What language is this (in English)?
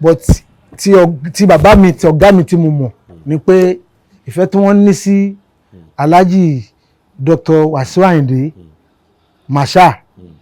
Yoruba